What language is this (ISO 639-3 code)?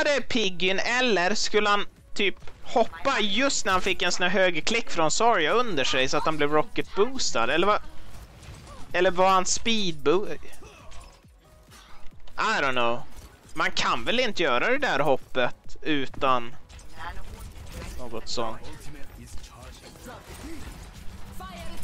swe